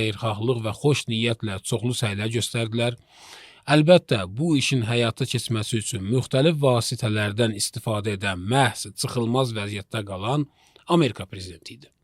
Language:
Azerbaijani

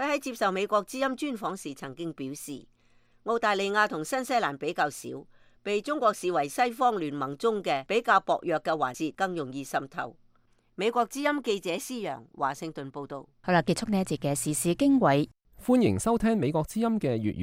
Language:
Cantonese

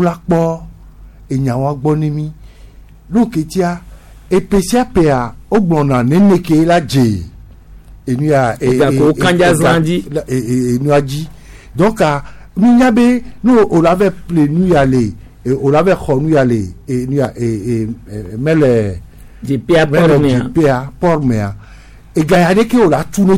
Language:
Gen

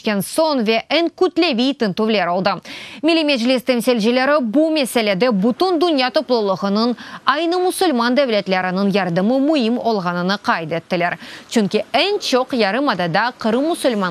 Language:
Crimean Tatar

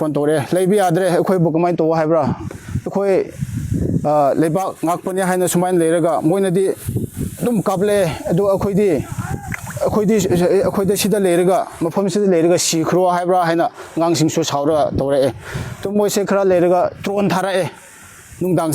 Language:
Manipuri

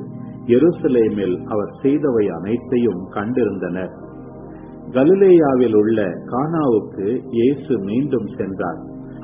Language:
Tamil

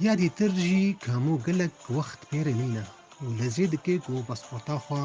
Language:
Kurdish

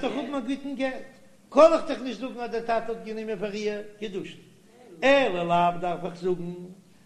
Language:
Yiddish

